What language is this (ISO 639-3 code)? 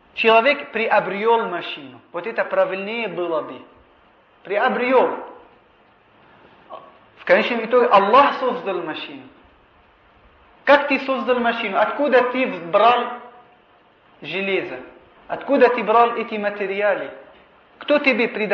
rus